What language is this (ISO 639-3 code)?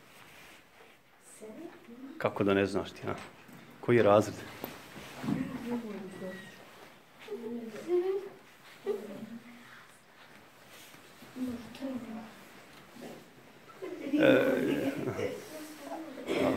bos